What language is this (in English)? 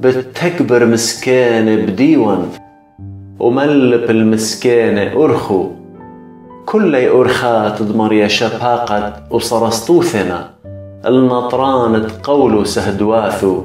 Assyrian Neo-Aramaic